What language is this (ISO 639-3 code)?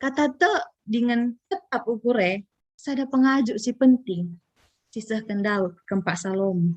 btx